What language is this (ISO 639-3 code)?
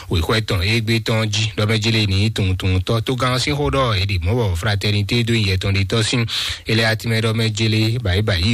fon